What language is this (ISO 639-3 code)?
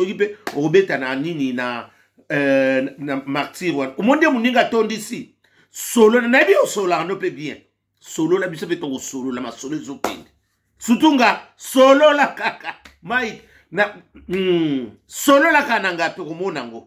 lin